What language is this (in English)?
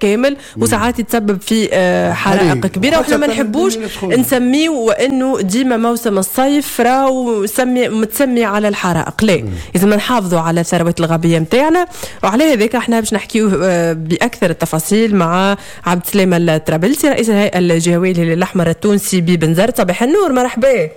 Tunisian Arabic